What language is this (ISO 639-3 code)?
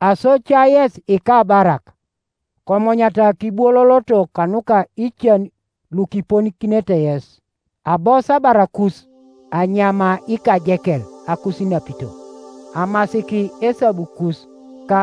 teo